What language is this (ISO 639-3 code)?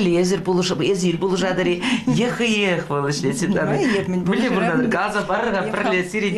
chv